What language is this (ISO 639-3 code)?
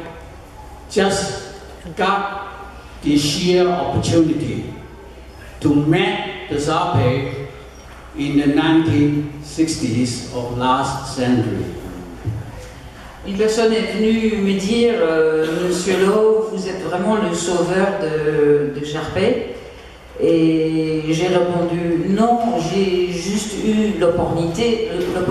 fra